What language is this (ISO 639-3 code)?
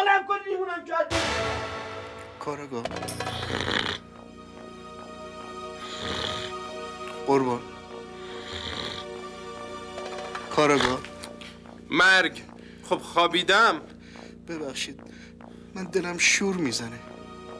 fas